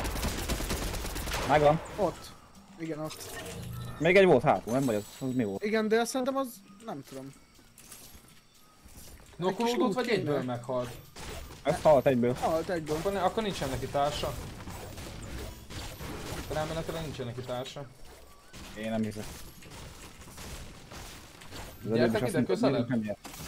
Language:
Hungarian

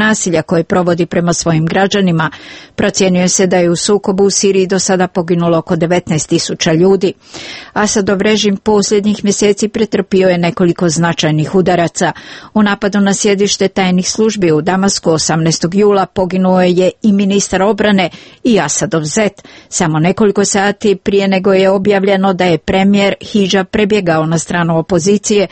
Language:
Serbian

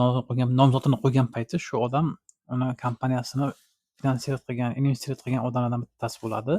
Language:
Uzbek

